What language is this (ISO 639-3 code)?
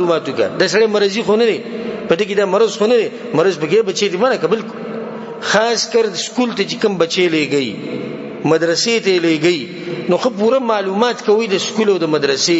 pus